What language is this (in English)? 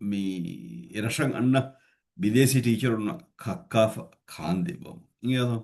Divehi